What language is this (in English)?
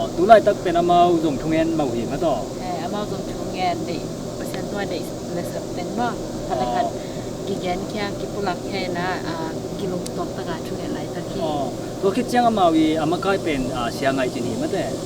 Tedim Chin